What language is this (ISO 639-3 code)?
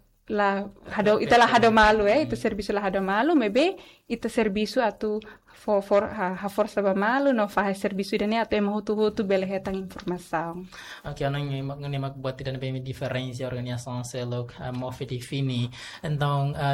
tet